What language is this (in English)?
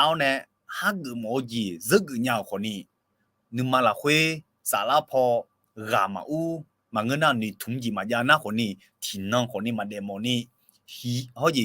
Akha